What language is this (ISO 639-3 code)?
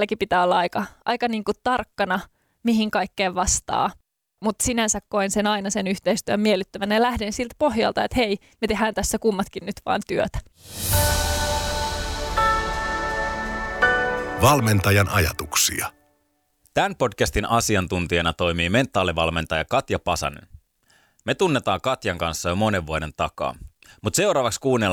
fin